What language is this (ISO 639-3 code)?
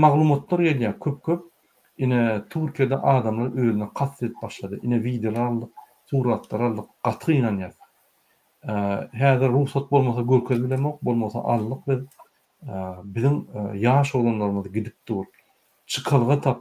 tuk